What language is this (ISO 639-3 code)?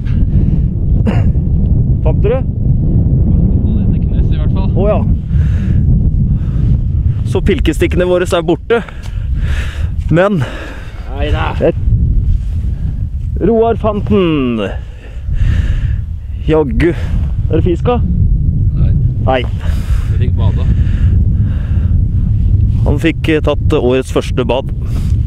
nor